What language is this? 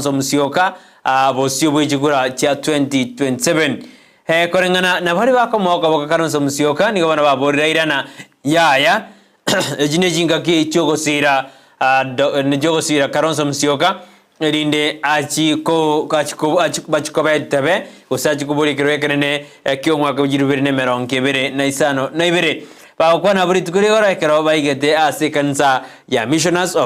Gusii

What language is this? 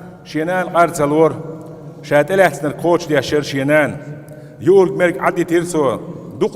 Chechen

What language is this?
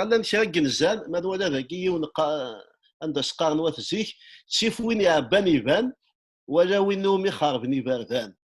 Kabyle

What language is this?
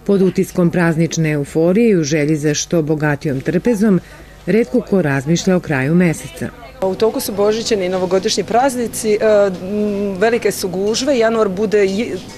Serbian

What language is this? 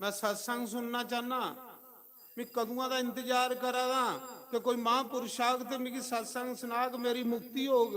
Dogri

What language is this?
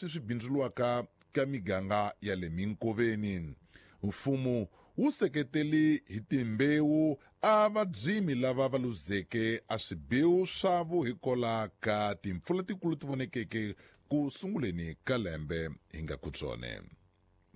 Tsonga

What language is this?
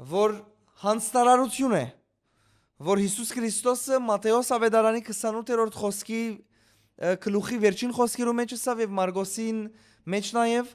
Western Armenian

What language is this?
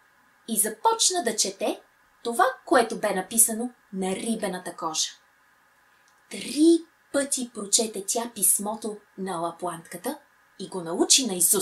Bulgarian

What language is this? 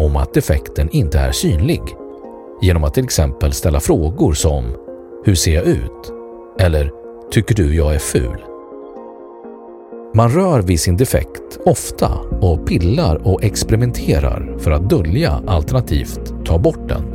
Swedish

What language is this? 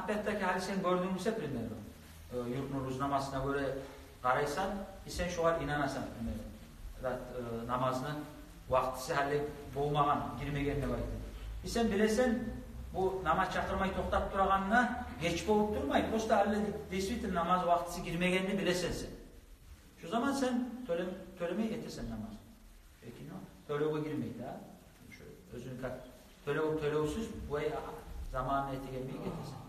Kumyk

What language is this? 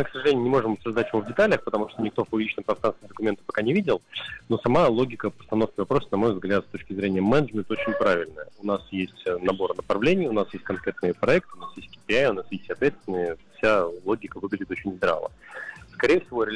Russian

